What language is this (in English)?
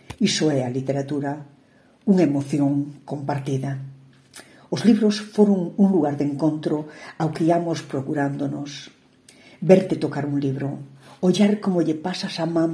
Galician